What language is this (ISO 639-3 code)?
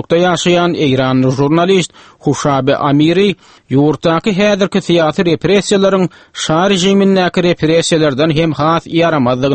tuk